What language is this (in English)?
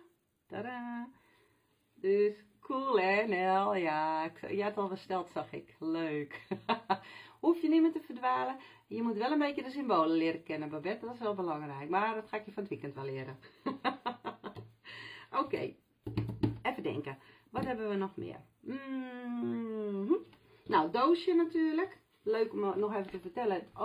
Dutch